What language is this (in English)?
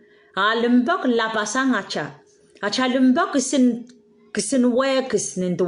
Pohnpeian